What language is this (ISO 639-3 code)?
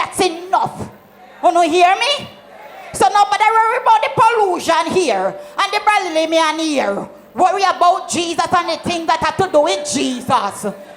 jam